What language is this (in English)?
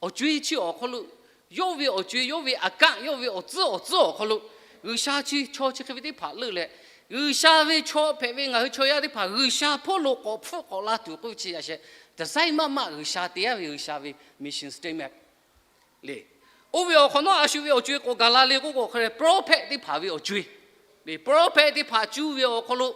Lahu